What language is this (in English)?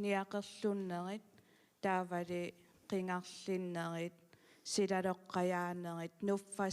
Kalaallisut